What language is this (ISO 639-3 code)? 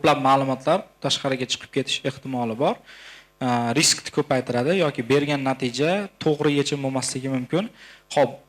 uzb